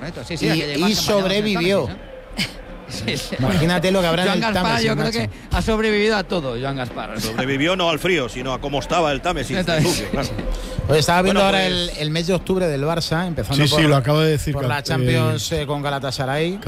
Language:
Spanish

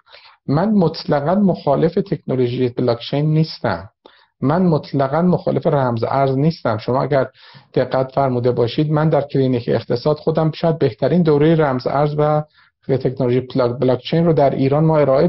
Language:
Persian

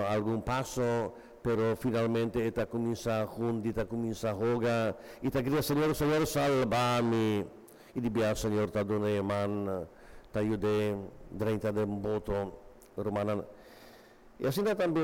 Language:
Papiamento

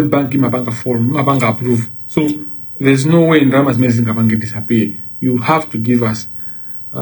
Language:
Nyanja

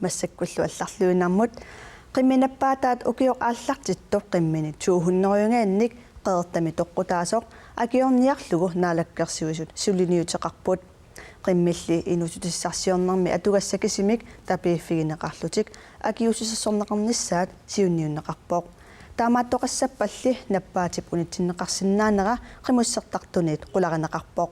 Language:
Kalaallisut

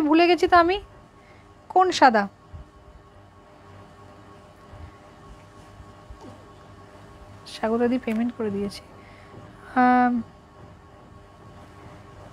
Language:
Bangla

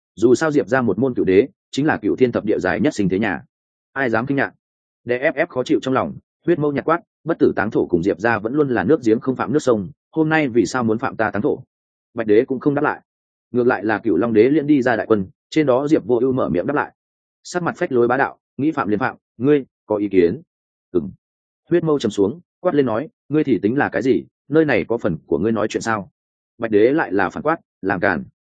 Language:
Vietnamese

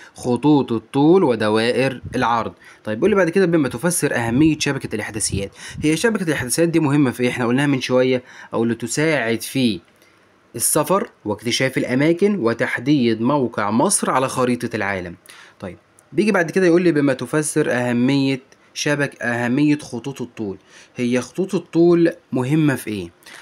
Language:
Egyptian Arabic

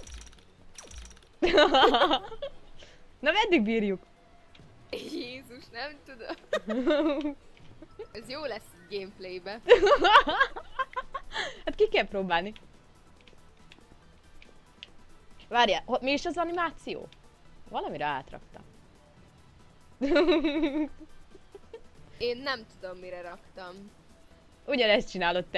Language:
Hungarian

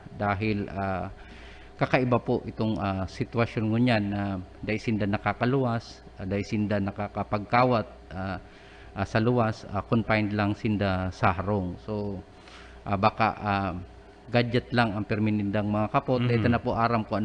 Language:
Bikol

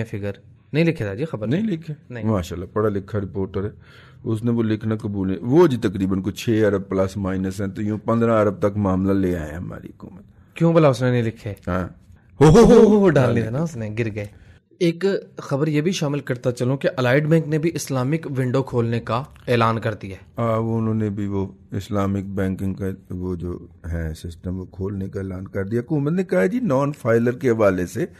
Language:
Urdu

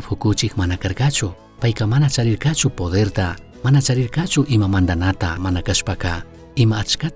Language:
Chimborazo Highland Quichua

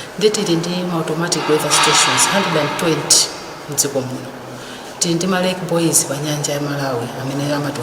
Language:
Nyanja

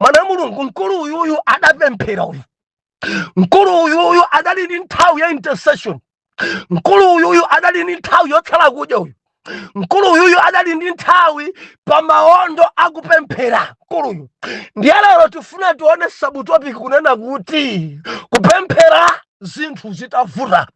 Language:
Nyanja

